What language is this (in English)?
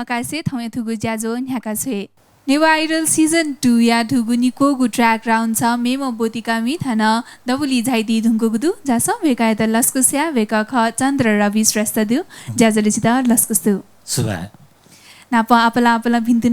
Newari